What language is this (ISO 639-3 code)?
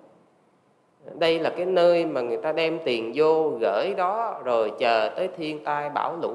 vie